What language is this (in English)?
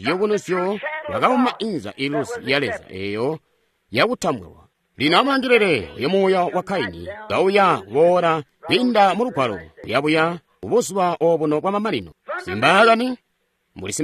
Tonga (Zambia)